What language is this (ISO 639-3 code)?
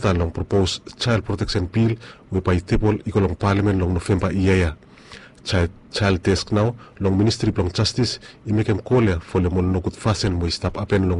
bis